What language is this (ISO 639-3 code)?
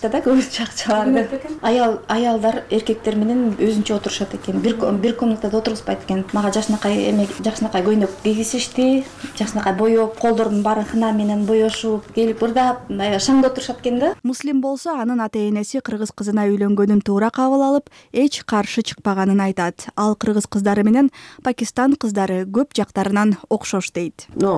kir